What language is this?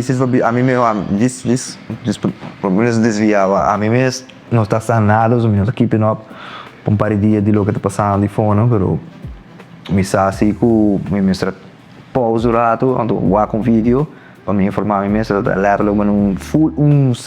Papiamento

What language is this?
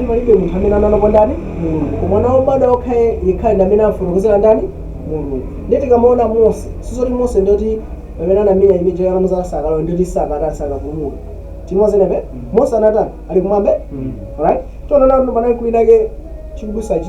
Nyanja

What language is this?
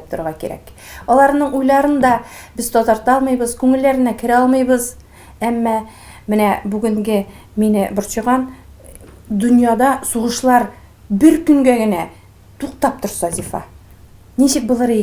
Tatar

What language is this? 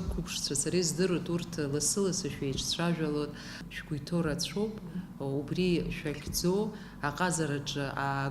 Abkhazian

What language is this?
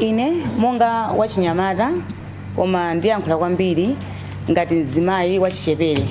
Nyanja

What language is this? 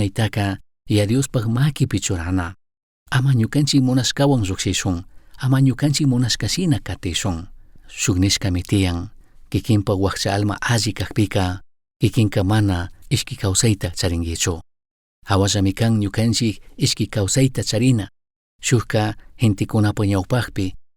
Chimborazo Highland Quichua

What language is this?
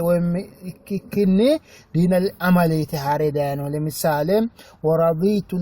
Sidamo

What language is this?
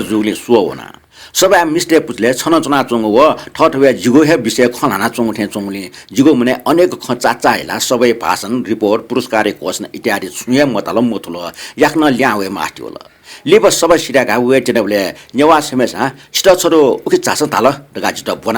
Newari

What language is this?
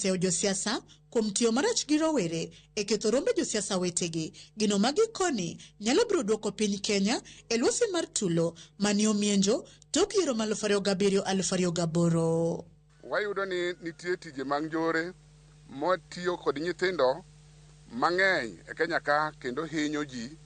Luo (Kenya and Tanzania)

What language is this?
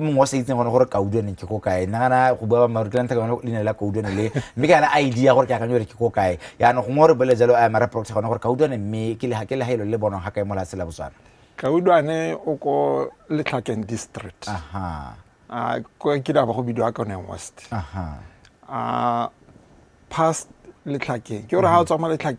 Tswana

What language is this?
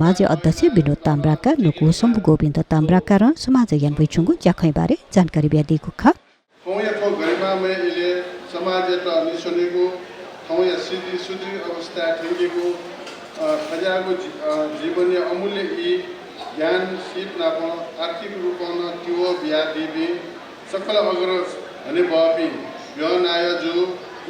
Newari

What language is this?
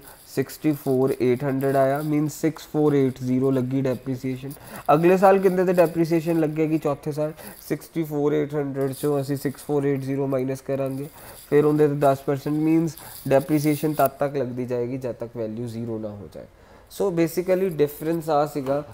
Punjabi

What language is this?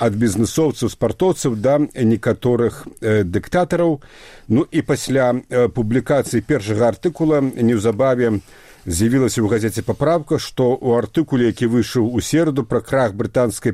Belarusian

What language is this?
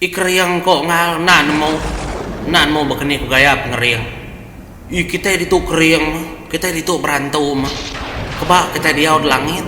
Iban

